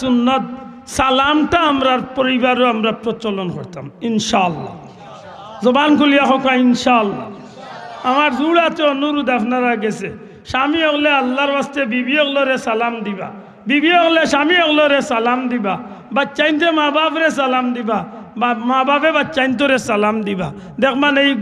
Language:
Sylheti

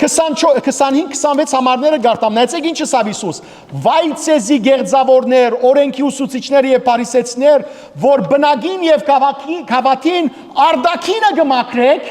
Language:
Western Armenian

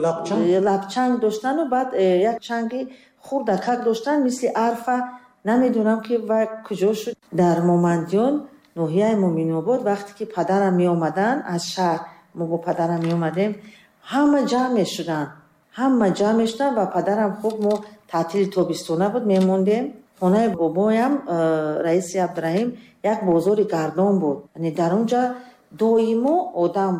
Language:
Tajik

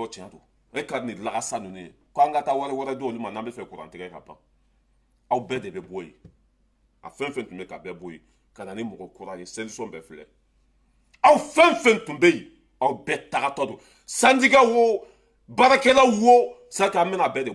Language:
Bambara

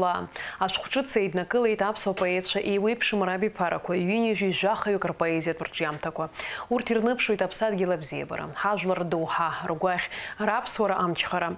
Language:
Abkhazian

